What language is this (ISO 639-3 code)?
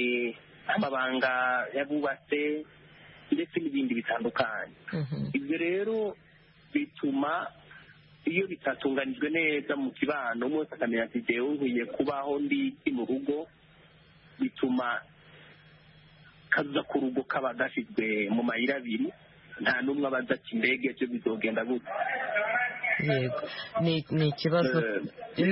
kin